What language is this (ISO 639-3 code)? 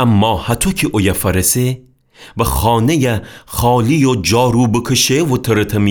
glk